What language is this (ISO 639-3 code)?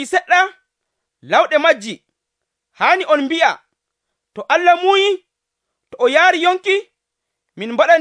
fuv